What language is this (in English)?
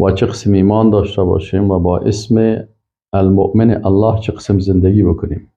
Persian